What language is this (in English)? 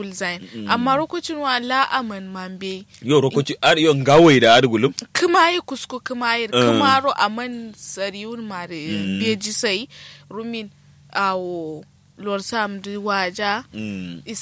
Kanuri